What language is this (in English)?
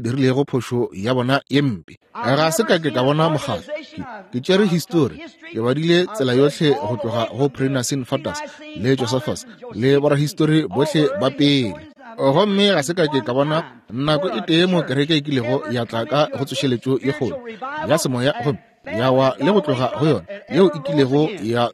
Northern Sotho